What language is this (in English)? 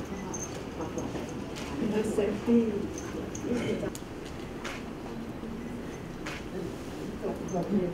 Thai